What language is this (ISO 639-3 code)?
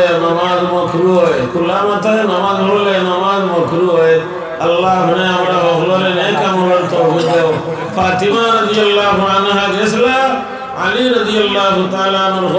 syl